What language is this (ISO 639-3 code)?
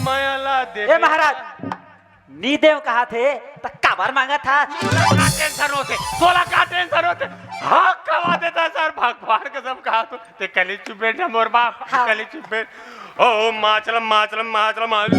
hne